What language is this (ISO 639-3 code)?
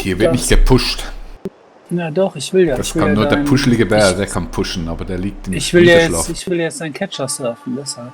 gsw